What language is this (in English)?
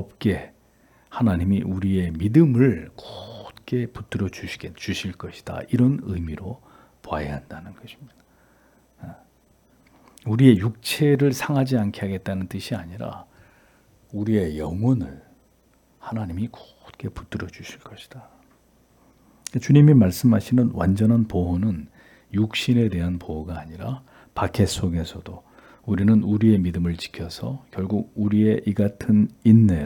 Korean